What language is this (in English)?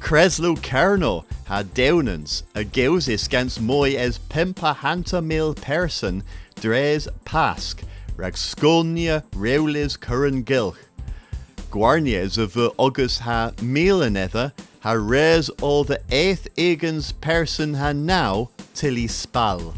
Cornish